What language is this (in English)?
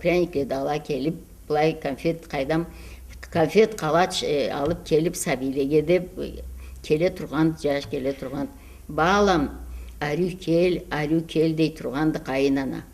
Karachay-Balkar